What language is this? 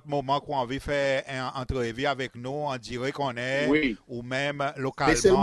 Seselwa Creole French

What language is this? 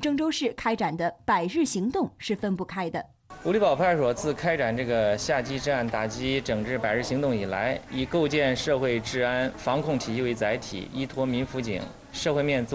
Chinese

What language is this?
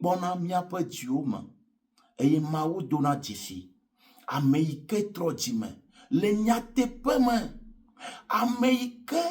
Ewe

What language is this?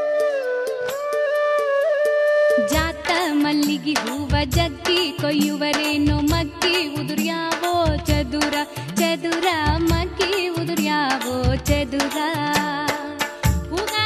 Kannada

